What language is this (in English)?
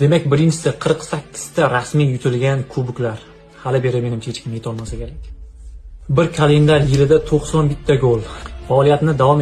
Uzbek